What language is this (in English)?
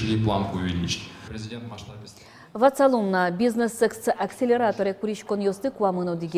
Udmurt